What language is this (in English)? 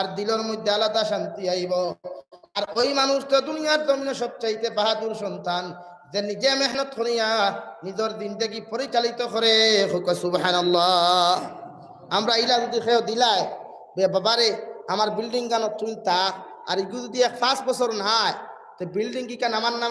Sylheti